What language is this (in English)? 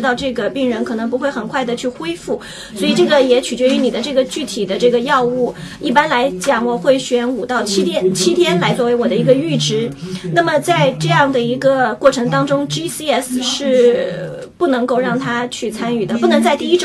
Chinese